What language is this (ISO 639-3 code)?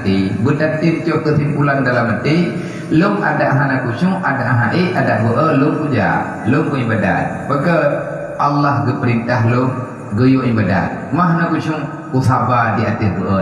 ace